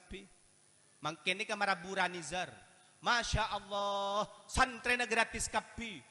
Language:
Madurese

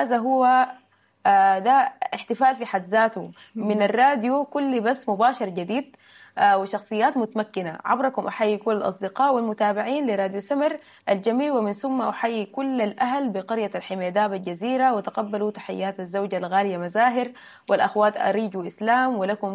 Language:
Sudanese Arabic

